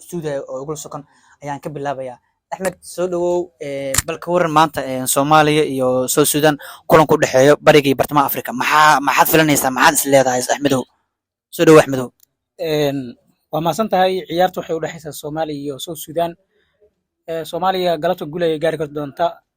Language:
Somali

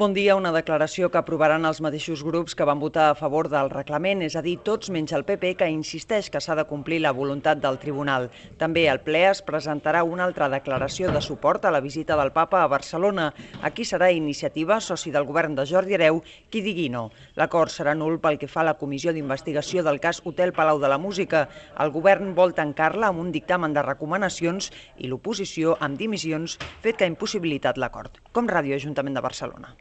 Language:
Catalan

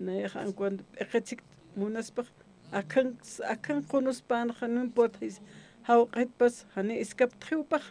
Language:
Aymara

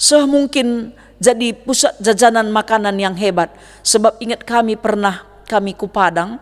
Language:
Batak Karo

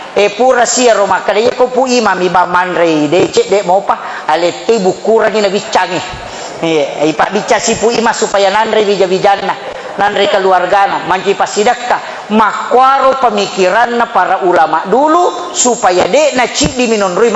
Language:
Buginese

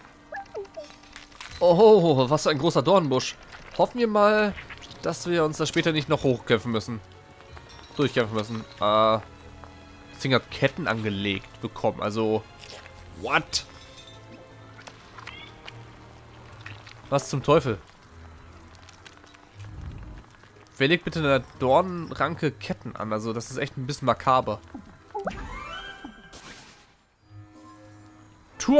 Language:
German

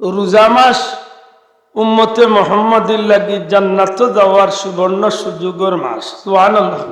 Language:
Sylheti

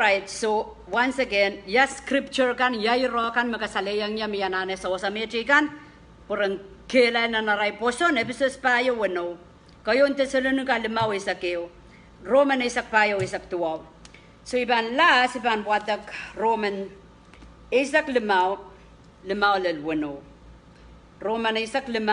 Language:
Pohnpeian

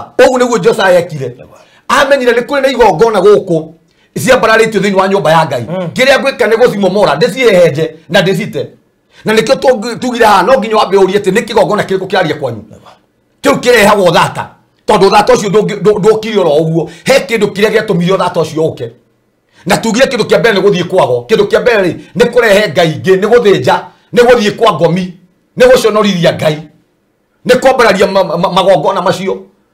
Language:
Kikuyu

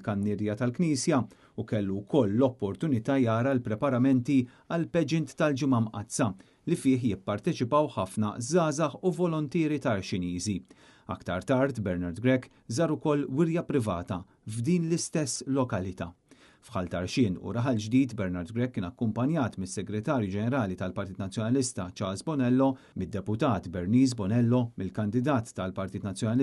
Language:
Maltese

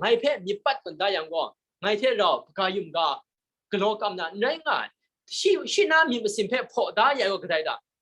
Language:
Kachin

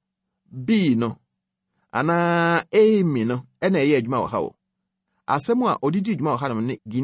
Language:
Akan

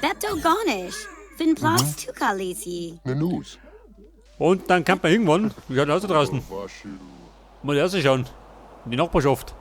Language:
Bavarian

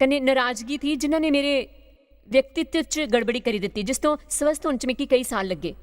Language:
Dogri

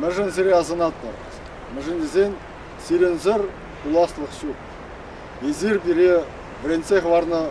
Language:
Chuvash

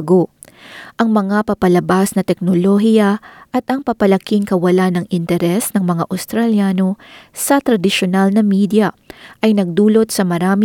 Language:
Filipino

